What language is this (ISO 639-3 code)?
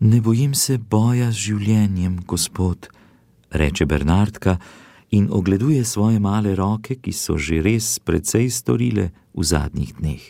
slv